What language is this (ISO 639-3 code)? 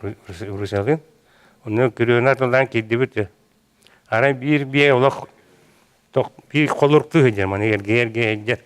sah